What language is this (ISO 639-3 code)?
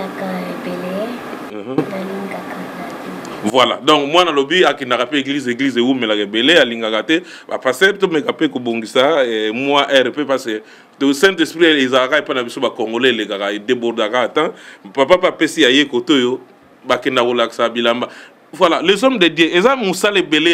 lin